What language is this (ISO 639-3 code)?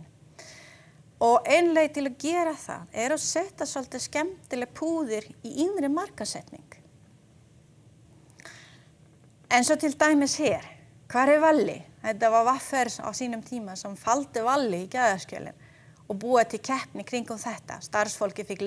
isl